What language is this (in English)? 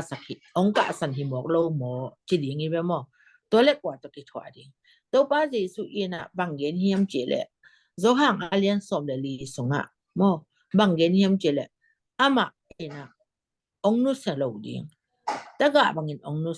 Tedim Chin